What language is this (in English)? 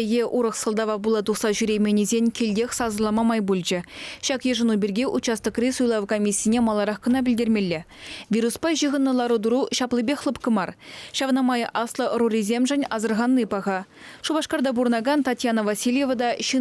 Chuvash